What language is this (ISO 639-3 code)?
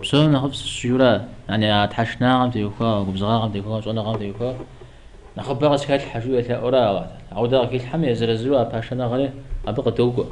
kbd